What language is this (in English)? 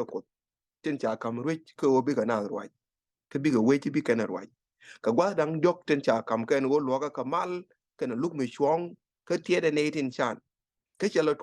Nuer